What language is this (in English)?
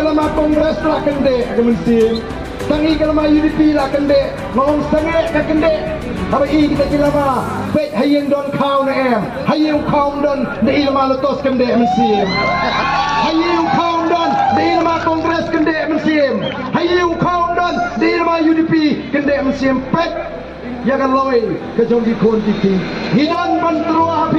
Khasi